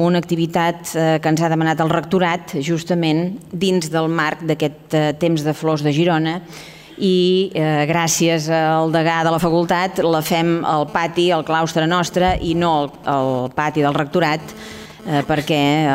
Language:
Catalan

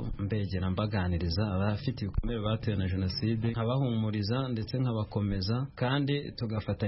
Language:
Kinyarwanda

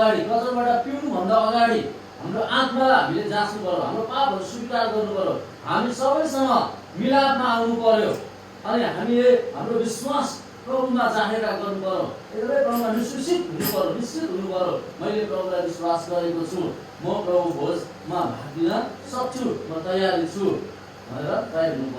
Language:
Nepali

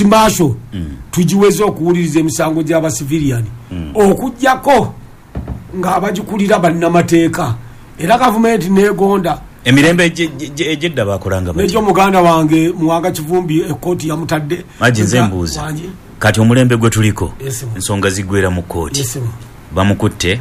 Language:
Ganda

